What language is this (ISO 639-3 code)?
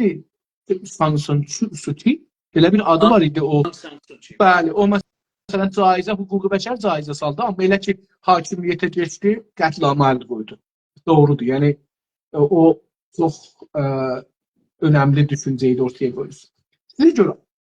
azb